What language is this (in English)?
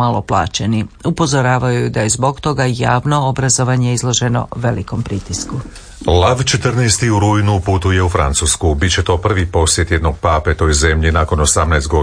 Croatian